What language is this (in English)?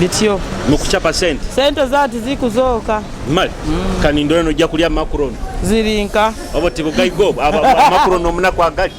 Nyoro